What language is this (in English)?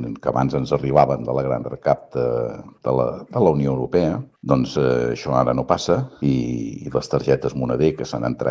Catalan